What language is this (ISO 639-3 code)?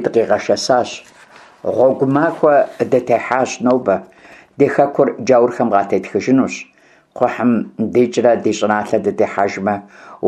kbd